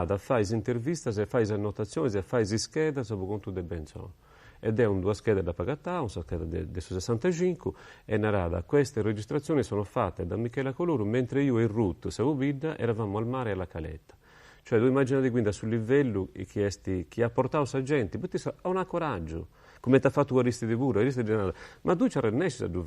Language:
Sardinian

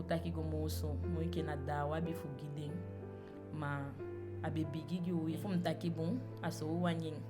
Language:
Eastern Maroon Creole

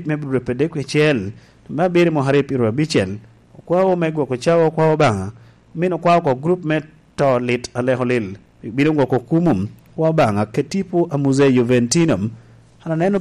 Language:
Lango (Uganda)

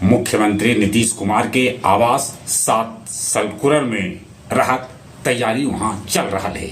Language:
Magahi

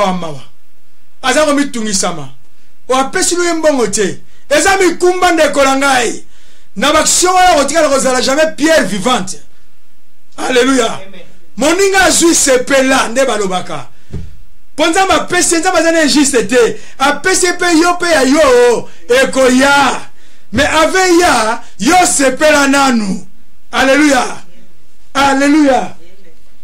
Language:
Lingala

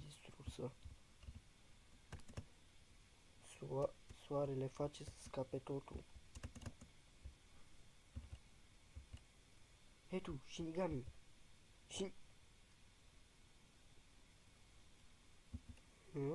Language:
Romanian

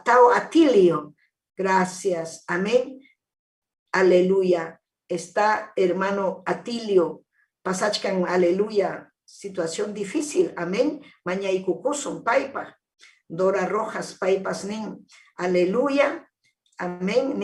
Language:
Ayacucho Quechua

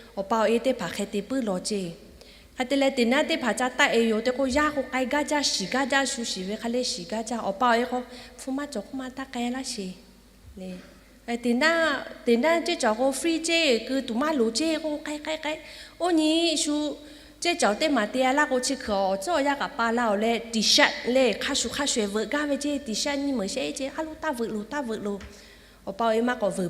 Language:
Lahu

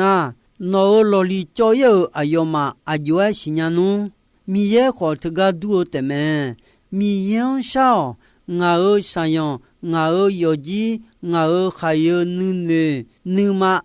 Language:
Akha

